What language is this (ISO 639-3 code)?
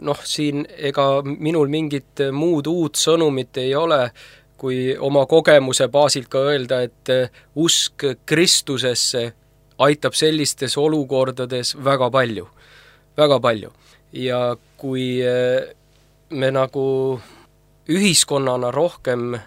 est